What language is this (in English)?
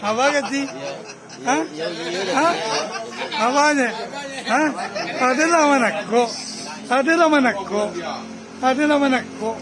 Minangkabau